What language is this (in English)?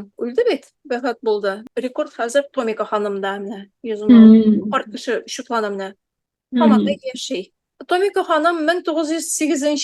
Tatar